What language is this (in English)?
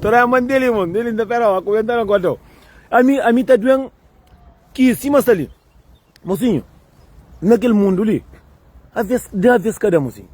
Kabuverdianu